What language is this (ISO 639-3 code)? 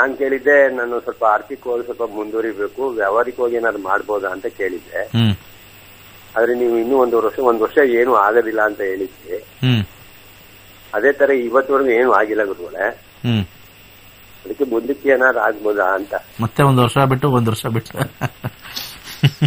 kan